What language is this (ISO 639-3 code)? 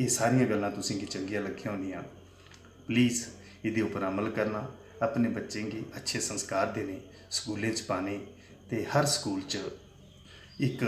doi